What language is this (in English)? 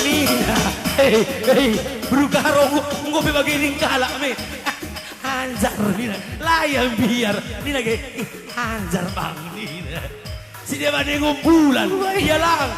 Batak Karo